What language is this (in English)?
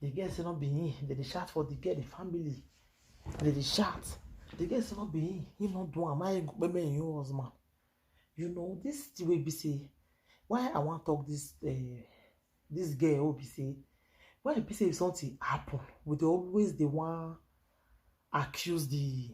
Nigerian Pidgin